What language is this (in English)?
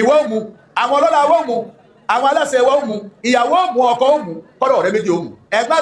Yoruba